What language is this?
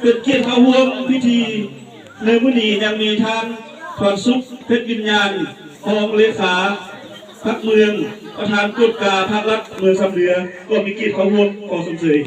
Lao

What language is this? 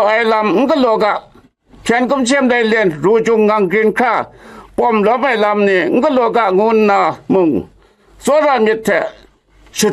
Kachin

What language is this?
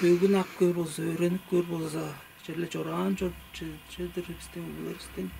Tuvinian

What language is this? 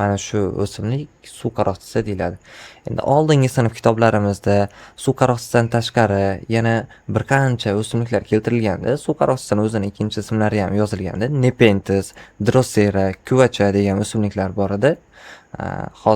Uzbek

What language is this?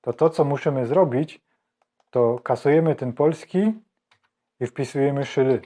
Silesian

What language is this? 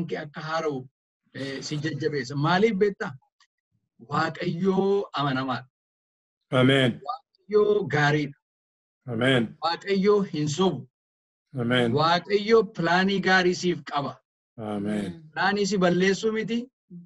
Oromo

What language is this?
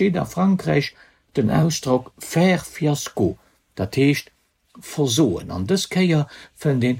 Luxembourgish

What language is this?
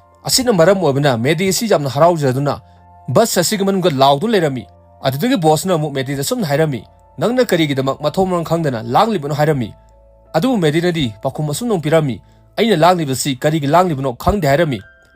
Manipuri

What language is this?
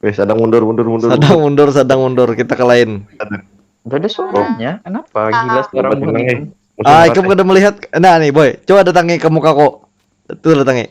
Banjar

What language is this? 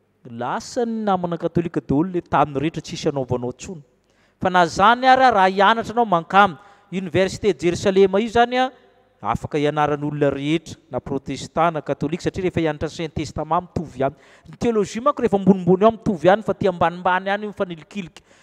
Malagasy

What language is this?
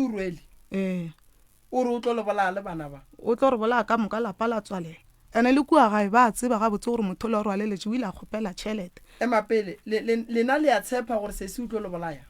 Northern Sotho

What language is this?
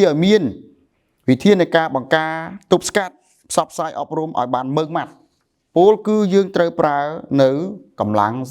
Khmer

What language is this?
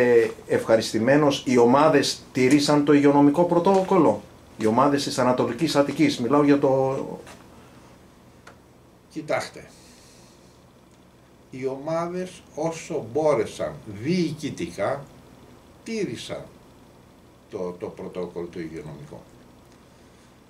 Greek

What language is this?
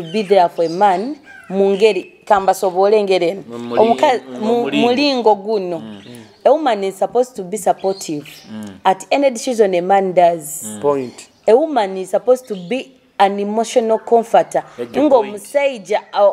Nyoro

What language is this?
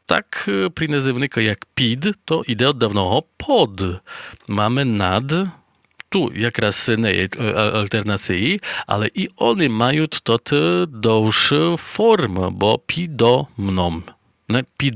Rusyn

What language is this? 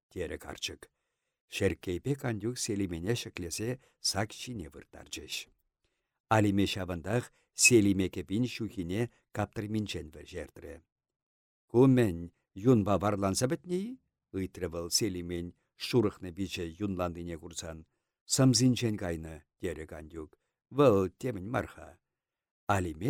Chuvash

